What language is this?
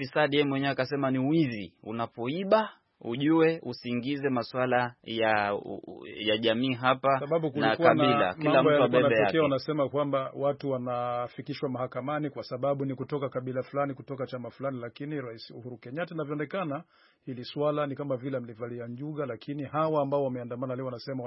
Swahili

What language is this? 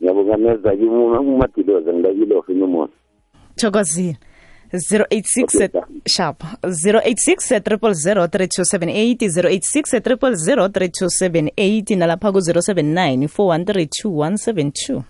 South Ndebele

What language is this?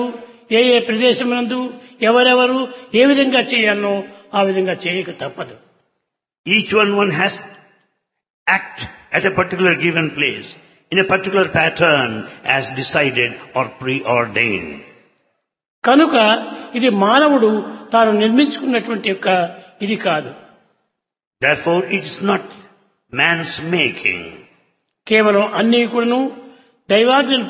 Telugu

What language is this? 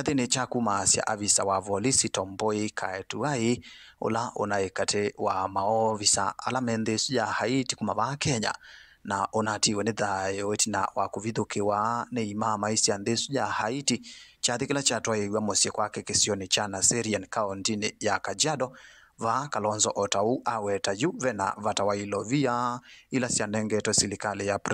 Kamba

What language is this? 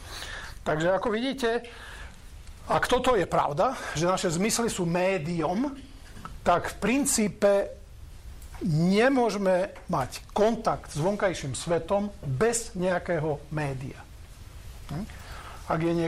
Slovak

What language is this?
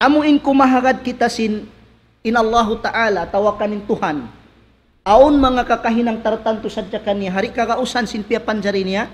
Tausug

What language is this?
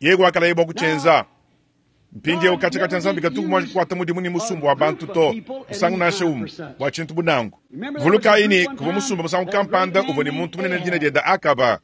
Luba-Lulua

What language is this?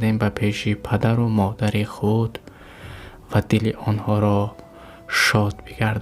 Tajik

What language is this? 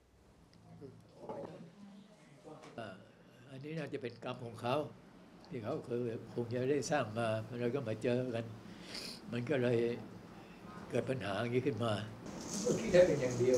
Thai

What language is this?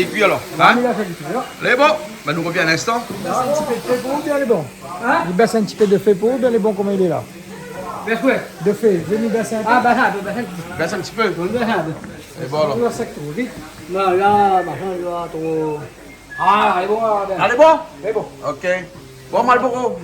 Réunion Creole French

